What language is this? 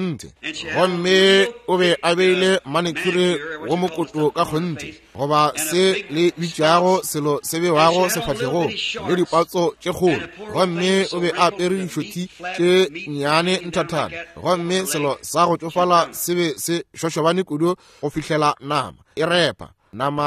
Northern Sotho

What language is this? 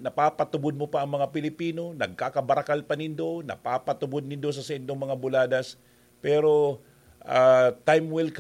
Bikol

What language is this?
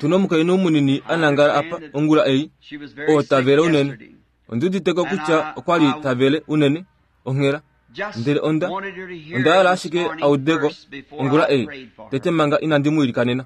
Kuanyama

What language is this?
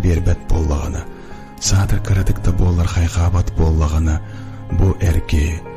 Yakut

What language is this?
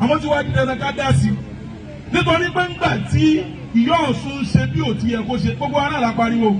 Yoruba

